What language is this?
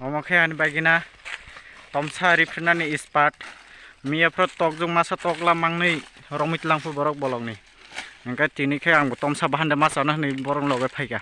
Kok Borok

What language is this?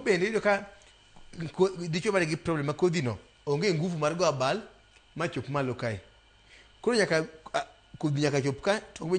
Luo (Kenya and Tanzania)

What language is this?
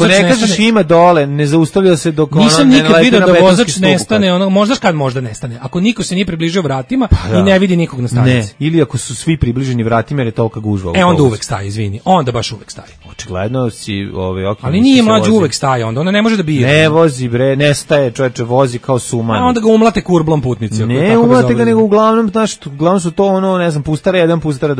Serbian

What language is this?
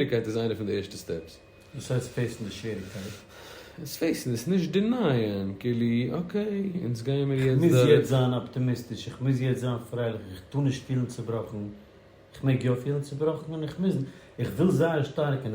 Yiddish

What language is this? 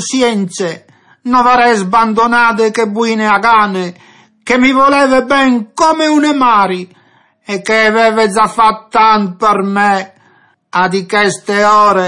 Friulian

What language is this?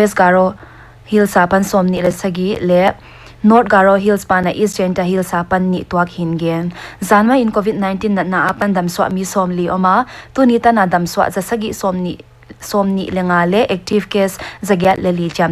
Paite Chin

